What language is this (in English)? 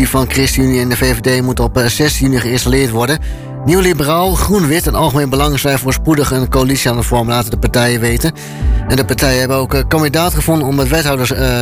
Dutch